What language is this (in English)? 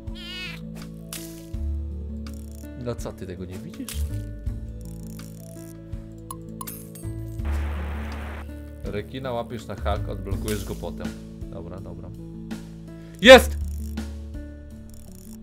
Polish